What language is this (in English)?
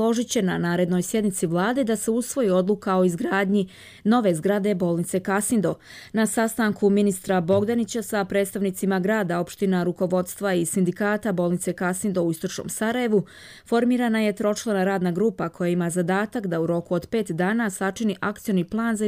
Croatian